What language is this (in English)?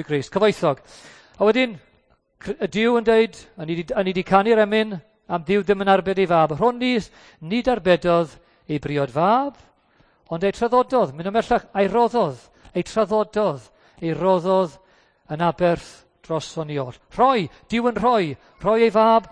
Welsh